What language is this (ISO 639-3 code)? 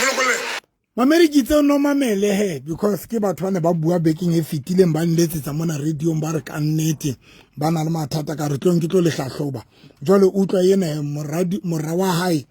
sot